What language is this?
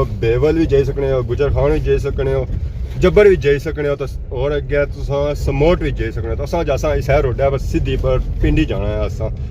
Pahari-Potwari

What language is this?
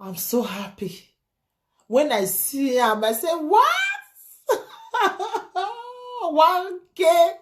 Nigerian Pidgin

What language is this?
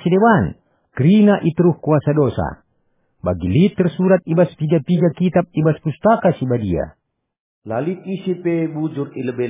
Batak Karo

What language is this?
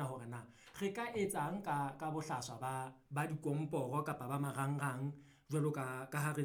Southern Sotho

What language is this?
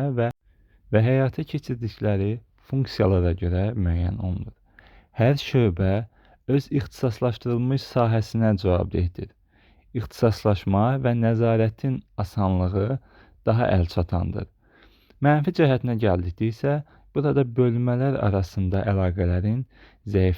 Azerbaijani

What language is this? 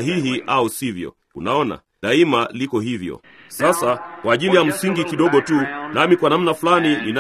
Swahili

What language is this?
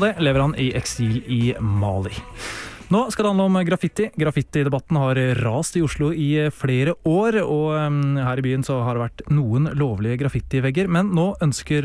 Norwegian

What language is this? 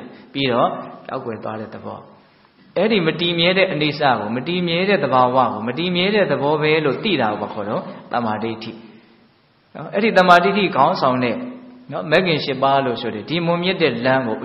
Burmese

